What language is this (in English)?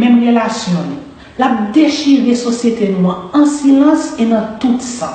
Haitian Creole